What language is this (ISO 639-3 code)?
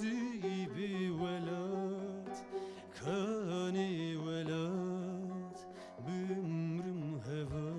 kur